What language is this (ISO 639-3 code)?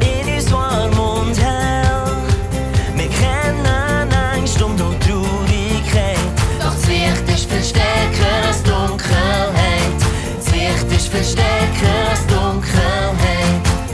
gsw